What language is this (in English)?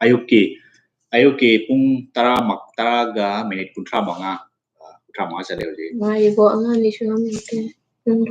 Manipuri